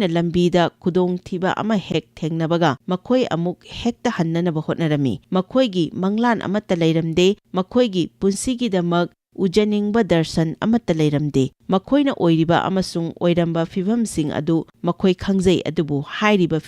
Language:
Manipuri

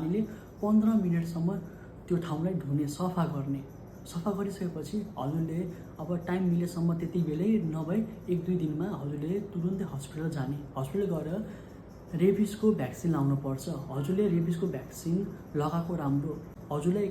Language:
Nepali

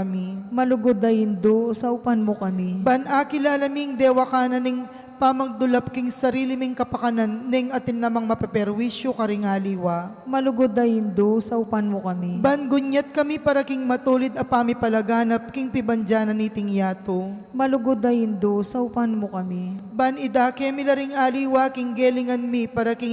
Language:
Pampanga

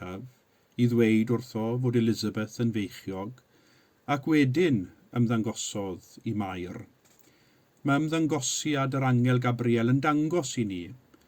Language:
Welsh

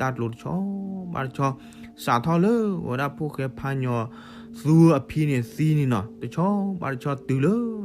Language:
S'gaw Karen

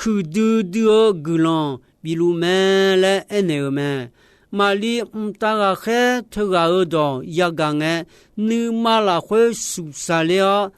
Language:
Akha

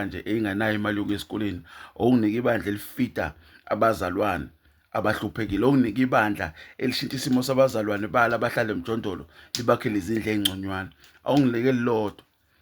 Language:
Zulu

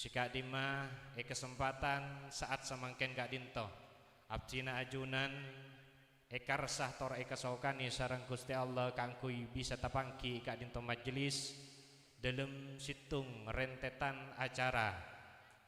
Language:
Madurese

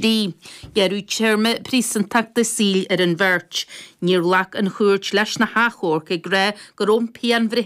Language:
Irish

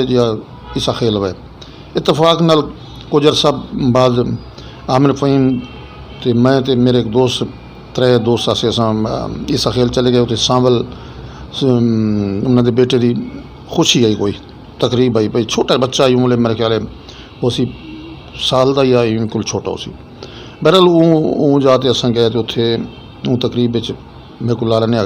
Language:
Saraiki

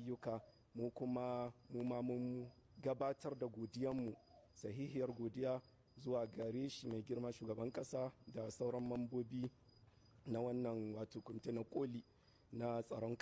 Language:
Hausa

